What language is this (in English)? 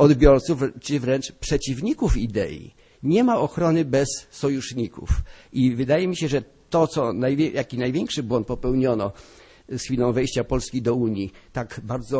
Polish